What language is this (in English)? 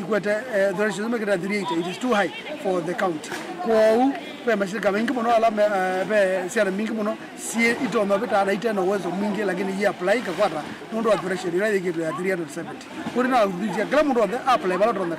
Kamba